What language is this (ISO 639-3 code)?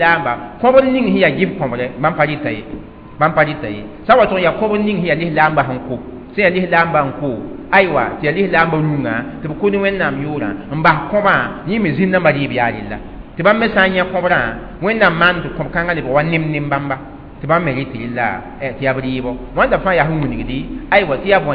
mos